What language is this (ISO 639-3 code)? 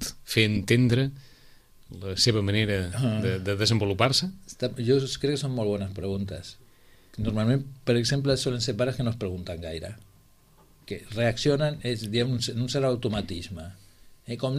cat